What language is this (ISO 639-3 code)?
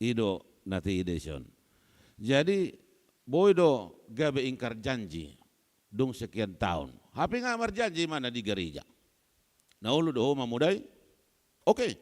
bbc